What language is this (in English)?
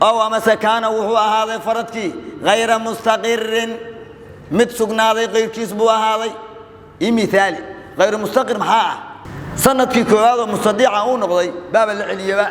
Somali